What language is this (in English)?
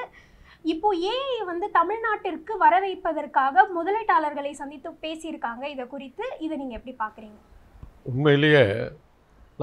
Tamil